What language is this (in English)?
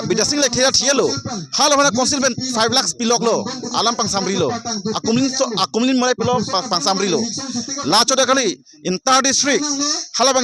Karbi